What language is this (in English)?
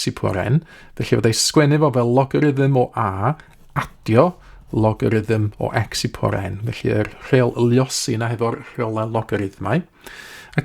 Welsh